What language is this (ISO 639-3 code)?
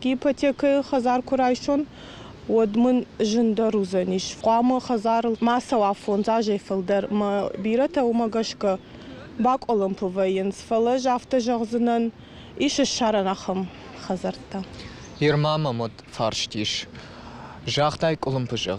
oss